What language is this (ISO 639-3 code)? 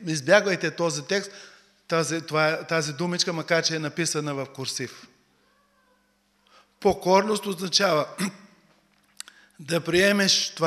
bul